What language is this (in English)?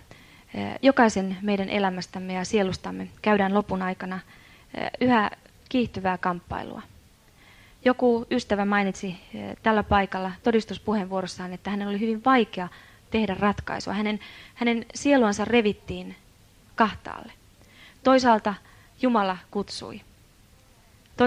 Finnish